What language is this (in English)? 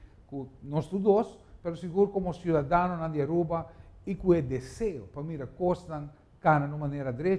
Papiamento